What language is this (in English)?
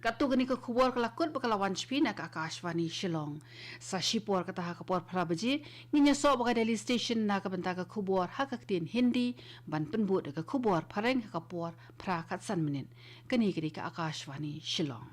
Khasi